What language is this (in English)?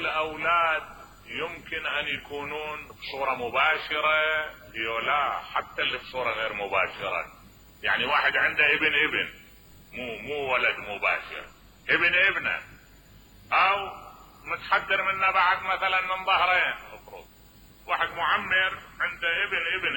Mesopotamian Arabic